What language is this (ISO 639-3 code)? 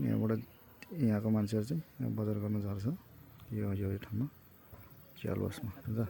nep